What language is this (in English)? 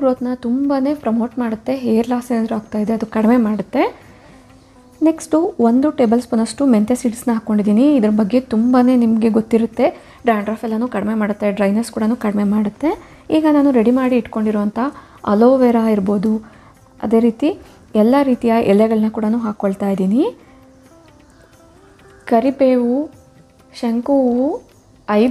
Kannada